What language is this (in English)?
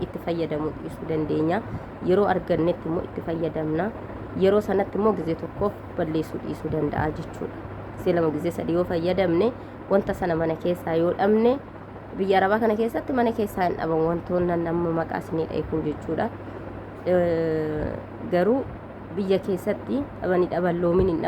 Oromo